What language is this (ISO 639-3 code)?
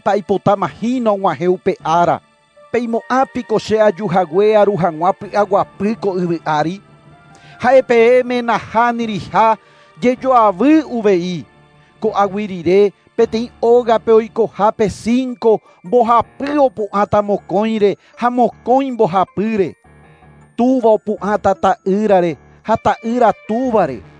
grn